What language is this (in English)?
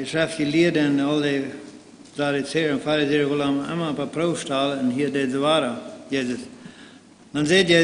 Plautdietsch